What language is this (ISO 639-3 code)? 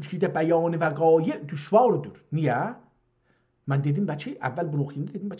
azb